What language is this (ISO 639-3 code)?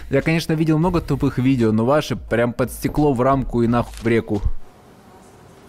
rus